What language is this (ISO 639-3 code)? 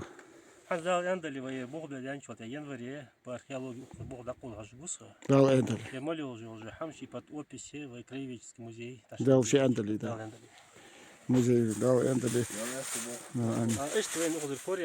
inh